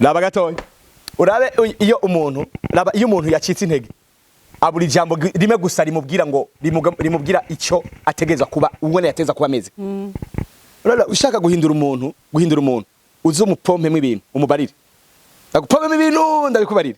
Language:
Rundi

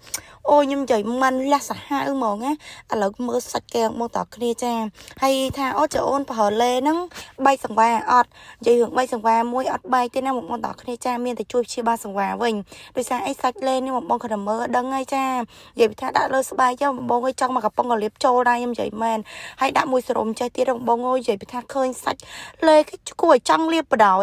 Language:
Khmer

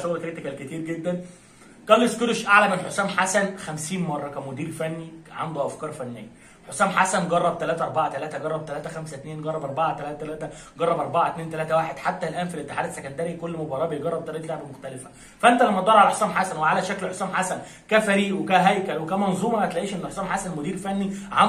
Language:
Egyptian Arabic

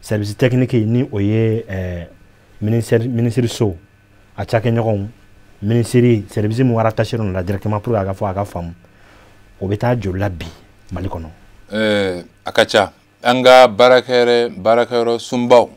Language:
Bambara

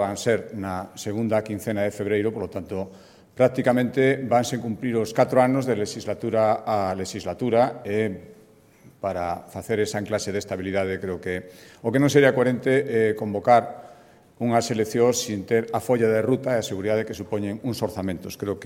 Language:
Galician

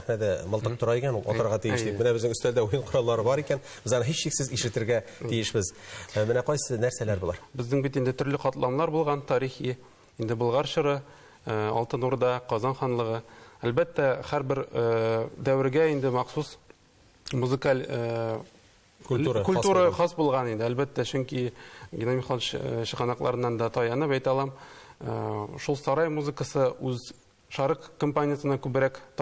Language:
Tatar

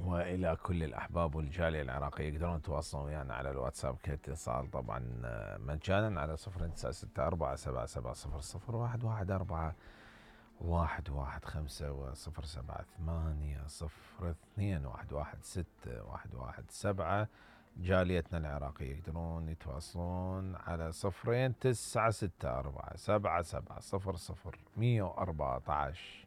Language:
Mesopotamian Arabic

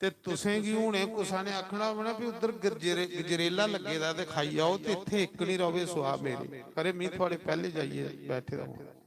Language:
Dogri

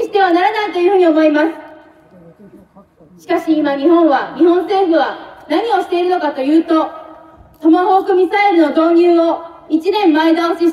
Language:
Japanese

